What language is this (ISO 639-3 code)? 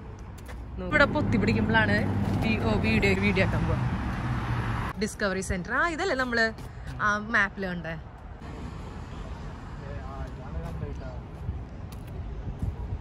mal